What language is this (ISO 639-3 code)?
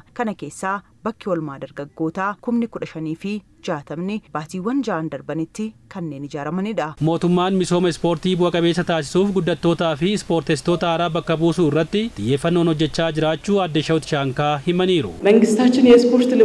orm